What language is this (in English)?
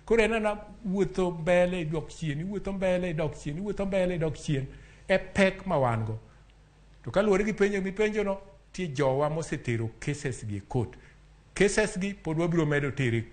Luo (Kenya and Tanzania)